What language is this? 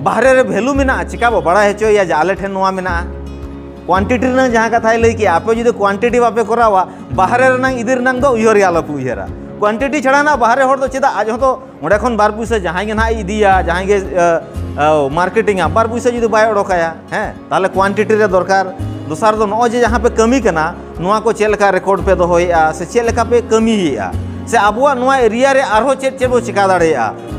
Santali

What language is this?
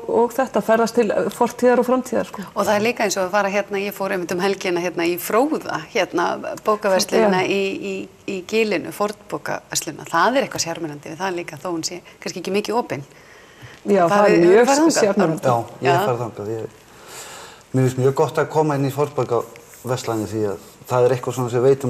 Icelandic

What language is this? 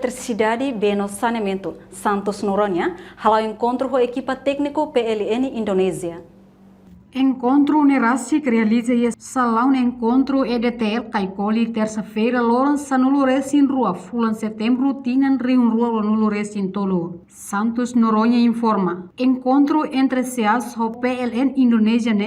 Tetum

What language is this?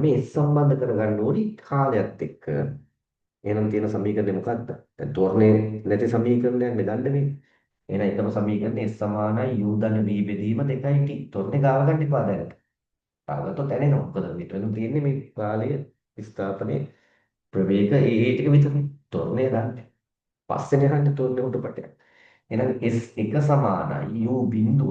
Sinhala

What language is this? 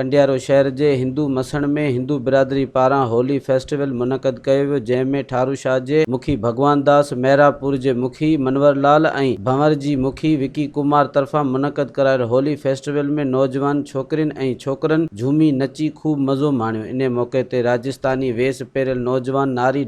Sindhi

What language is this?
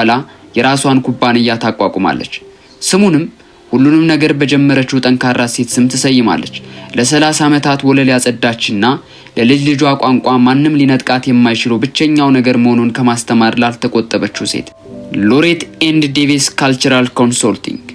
Amharic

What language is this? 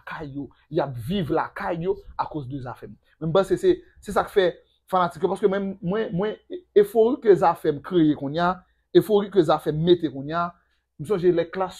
Haitian Creole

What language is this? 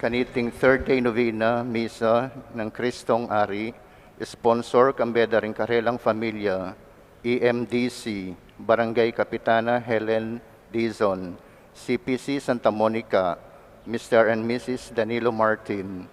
Pampanga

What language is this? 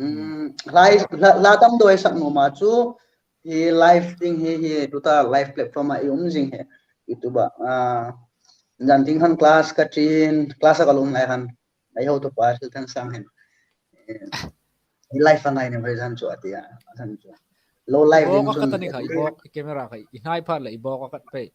Hmar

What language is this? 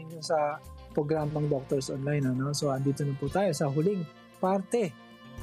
Filipino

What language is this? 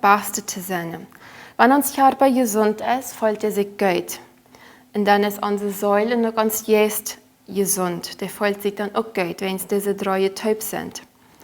Plautdietsch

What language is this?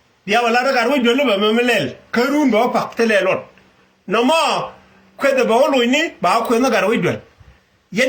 Nuer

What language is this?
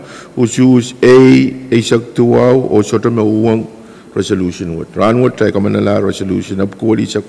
Pohnpeian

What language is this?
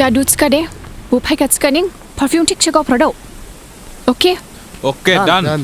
Dimasa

